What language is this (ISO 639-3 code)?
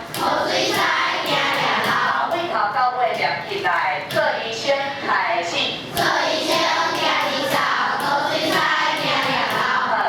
nan